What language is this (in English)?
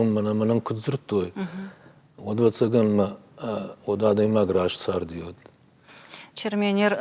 Ossetic